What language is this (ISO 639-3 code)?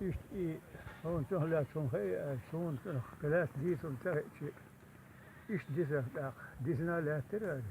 che